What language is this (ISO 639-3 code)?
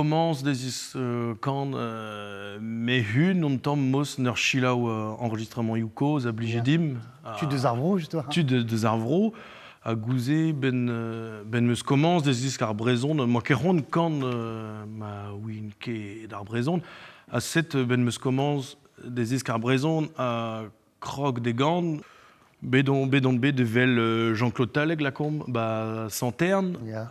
bre